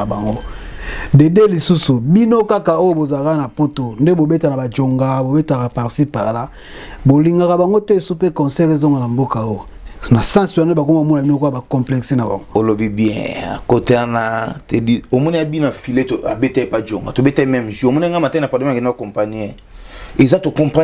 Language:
Lingala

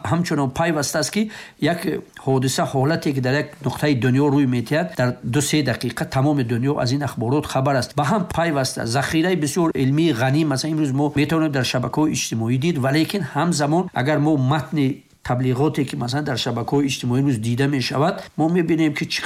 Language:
Persian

